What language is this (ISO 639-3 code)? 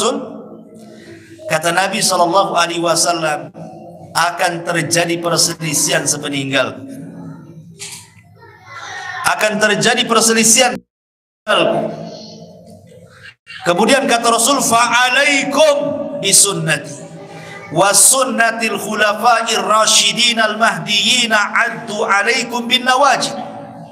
ind